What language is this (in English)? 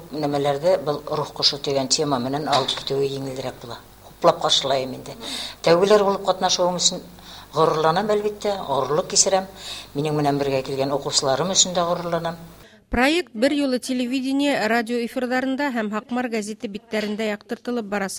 Bashkir